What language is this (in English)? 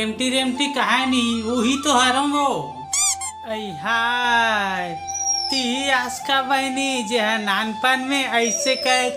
Chhattisgarhi